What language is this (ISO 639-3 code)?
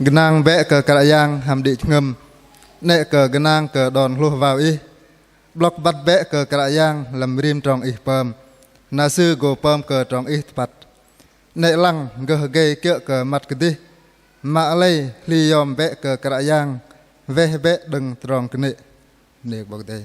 bdq